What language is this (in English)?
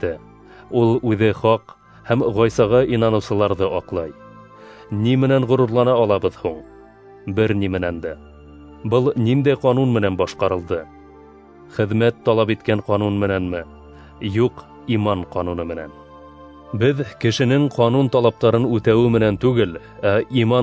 Bashkir